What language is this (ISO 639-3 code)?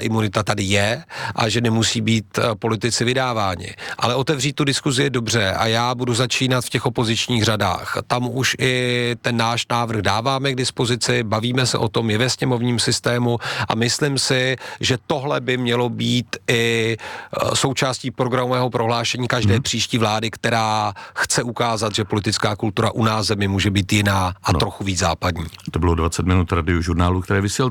ces